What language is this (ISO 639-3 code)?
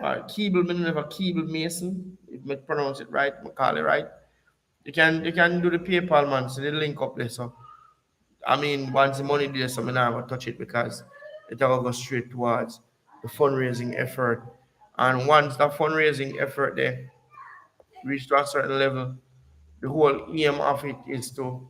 jam